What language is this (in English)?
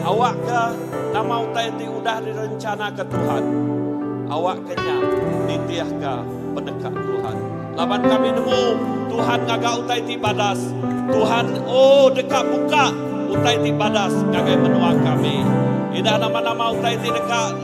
Iban